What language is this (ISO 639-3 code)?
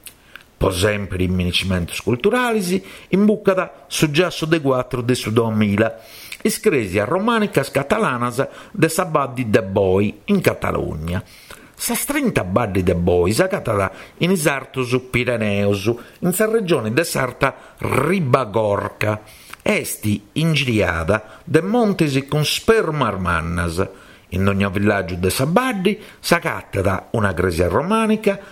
srd